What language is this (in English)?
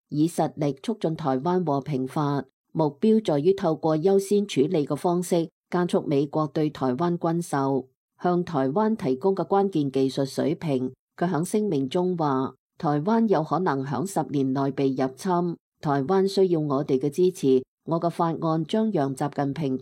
Cantonese